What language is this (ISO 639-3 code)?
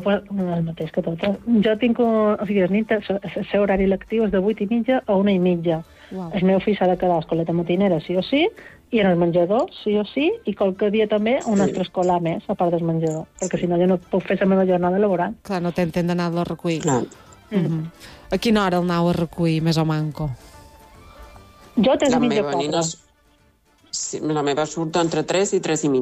cat